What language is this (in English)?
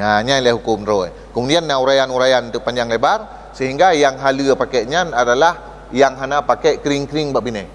Achinese